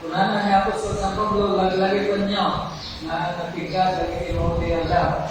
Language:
Iloko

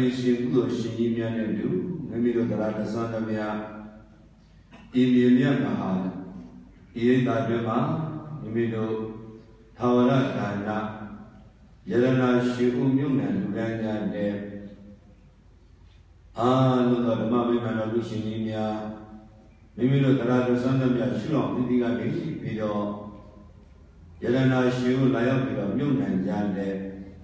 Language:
Burmese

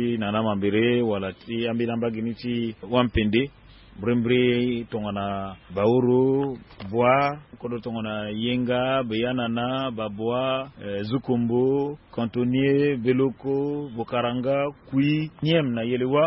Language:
Sango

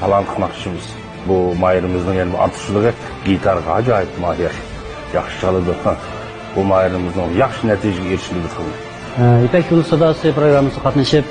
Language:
Uyghur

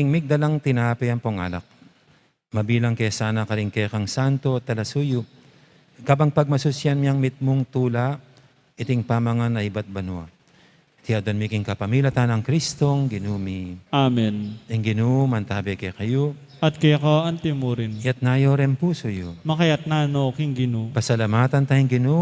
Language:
Pampanga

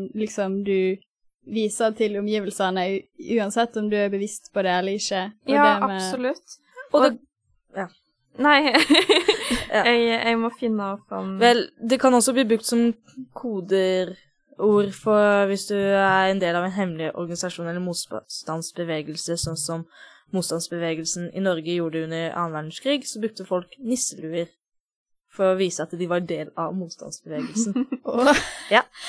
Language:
Norwegian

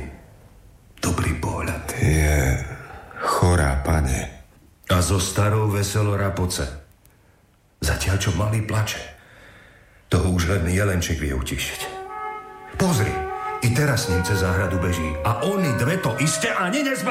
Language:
Slovak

